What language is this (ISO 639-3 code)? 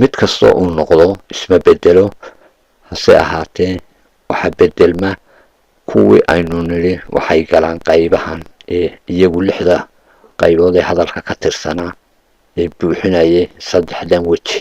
som